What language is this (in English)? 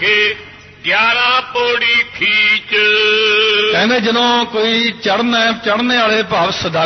Punjabi